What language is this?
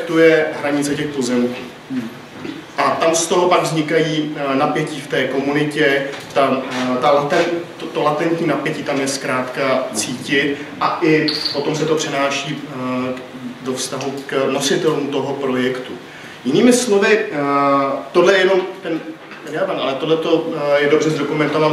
Czech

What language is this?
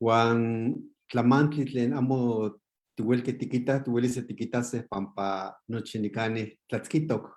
Eastern Huasteca Nahuatl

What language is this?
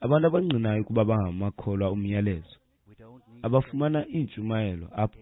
Xhosa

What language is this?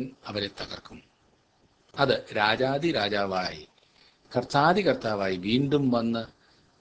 Malayalam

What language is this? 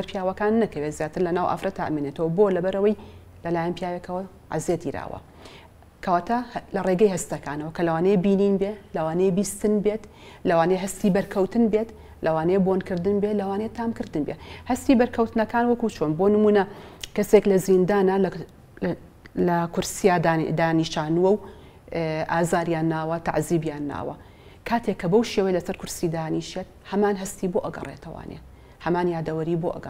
Central Kurdish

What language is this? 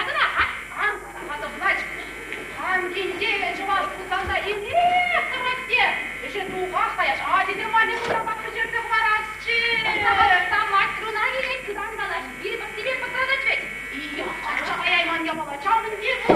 Chuvash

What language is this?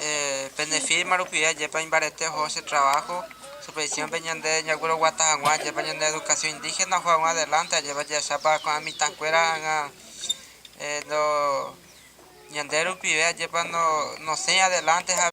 Guarani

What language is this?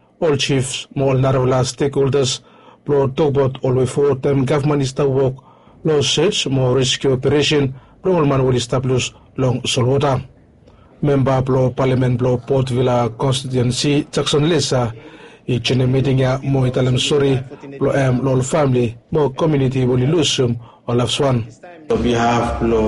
Bislama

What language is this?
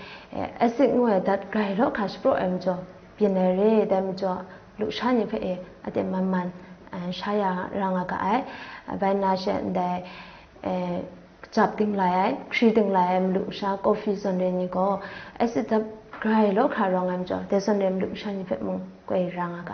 Kachin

